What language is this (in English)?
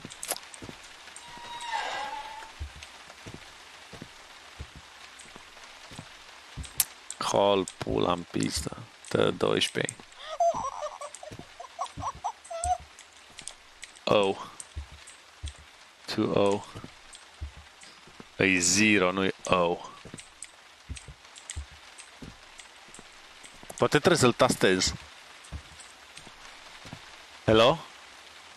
Romanian